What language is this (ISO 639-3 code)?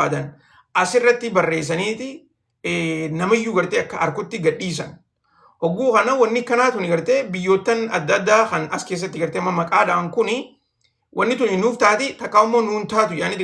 orm